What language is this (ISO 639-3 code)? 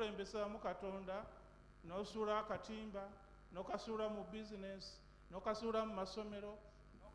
lug